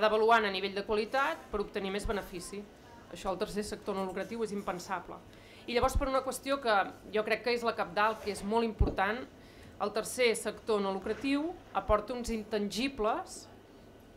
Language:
Catalan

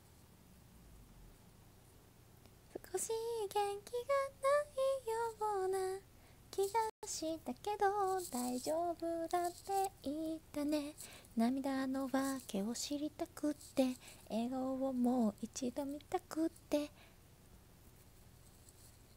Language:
Japanese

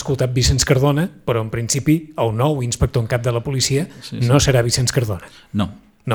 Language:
Catalan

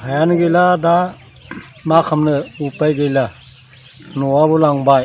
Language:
Bodo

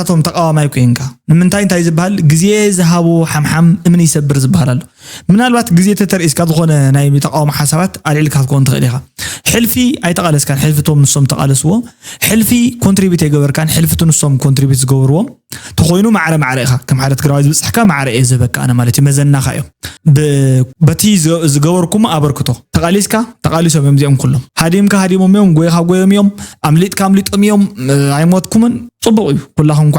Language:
Tigrinya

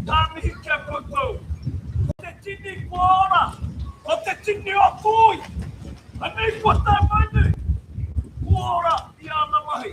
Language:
Māori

